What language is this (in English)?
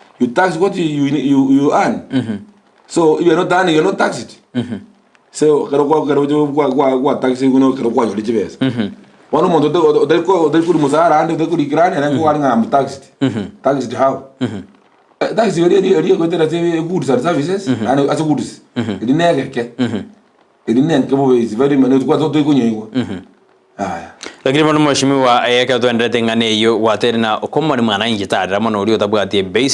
Gusii